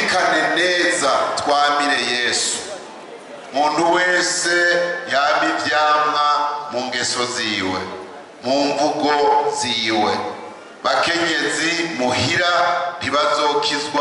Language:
Rundi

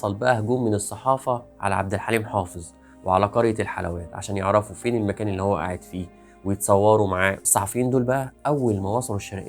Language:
Egyptian Arabic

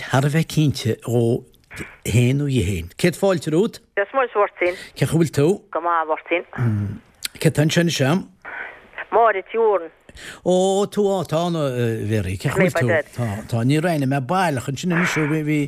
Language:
Irish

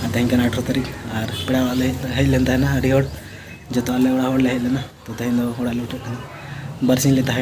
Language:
Santali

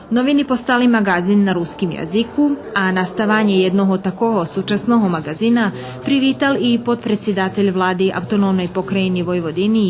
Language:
Rusyn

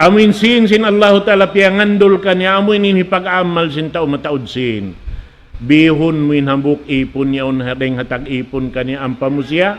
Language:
Tausug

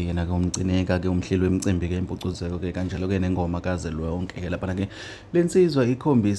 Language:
Zulu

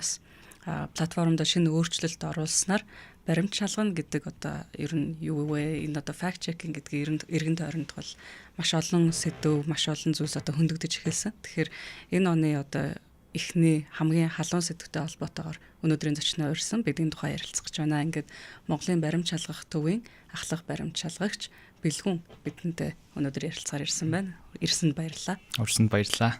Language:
Mongolian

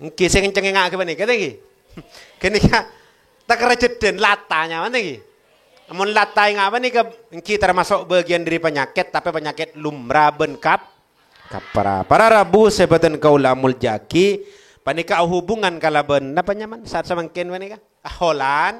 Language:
Madurese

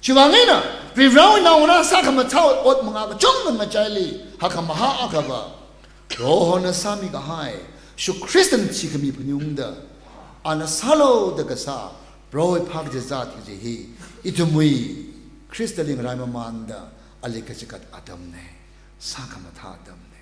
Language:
Tangkhul Naga (India)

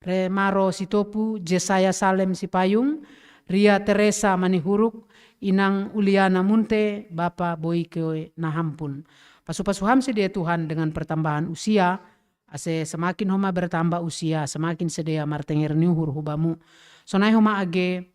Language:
Batak Simalungun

